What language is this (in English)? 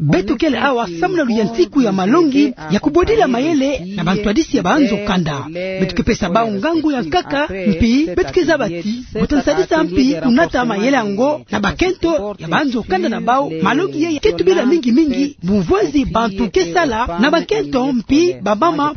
Kituba (Democratic Republic of Congo)